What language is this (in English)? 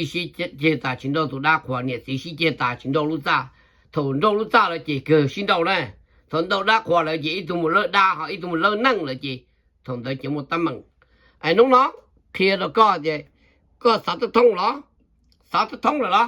Hmong